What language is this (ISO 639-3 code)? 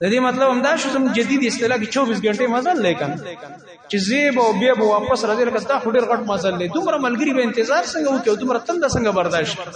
pus